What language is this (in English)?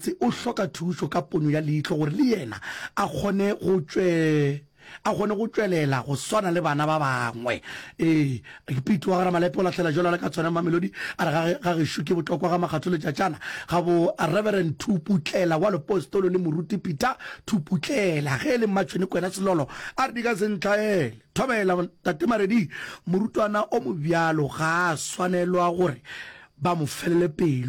Northern Sotho